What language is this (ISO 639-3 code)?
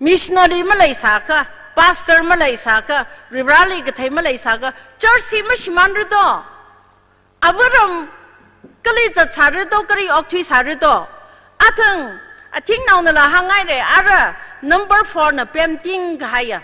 nmf